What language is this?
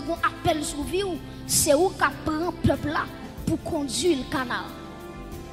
Haitian Creole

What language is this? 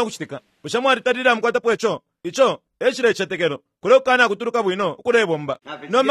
Bemba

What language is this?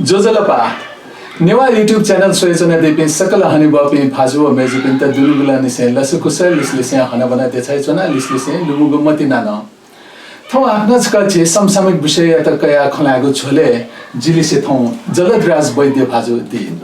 Newari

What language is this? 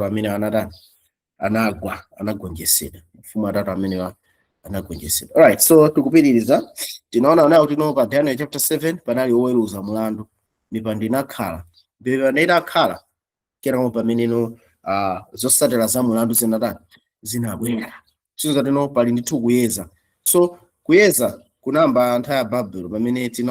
Nyanja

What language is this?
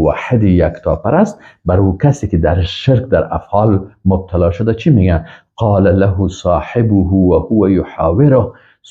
Persian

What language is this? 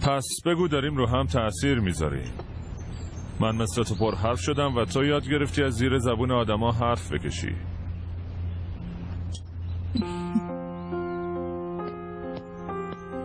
Persian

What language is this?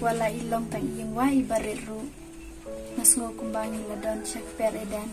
Khasi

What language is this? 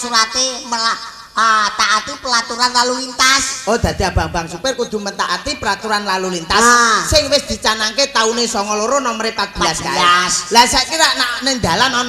Javanese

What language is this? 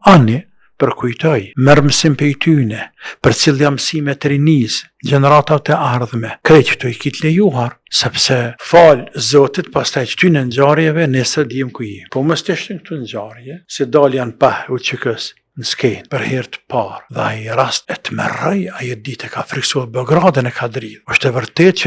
Albanian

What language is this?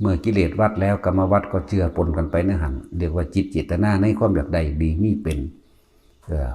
Northeastern Thai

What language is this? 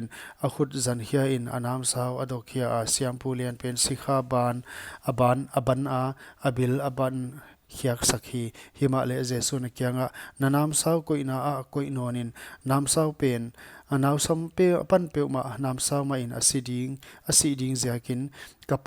Paite Chin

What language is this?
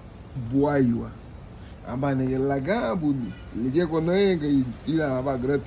Garifuna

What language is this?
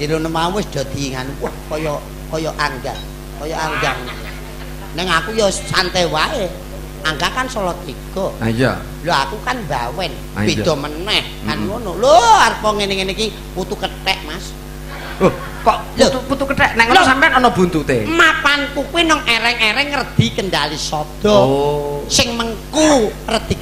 Javanese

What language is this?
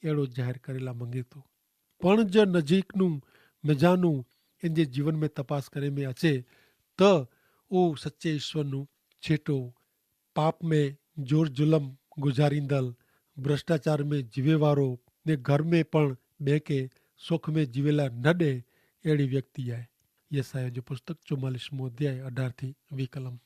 Kachhi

